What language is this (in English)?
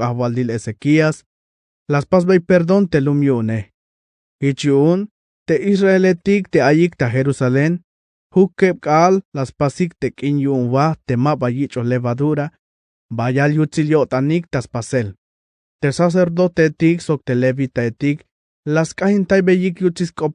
Tzeltal